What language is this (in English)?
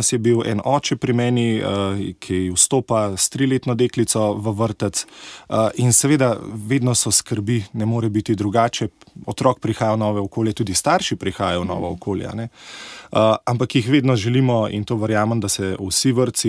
Slovenian